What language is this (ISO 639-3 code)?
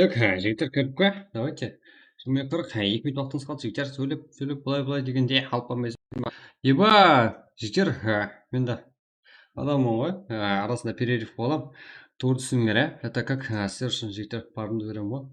kaa